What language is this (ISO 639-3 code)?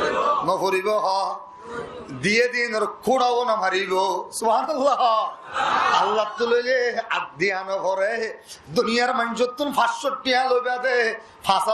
rhg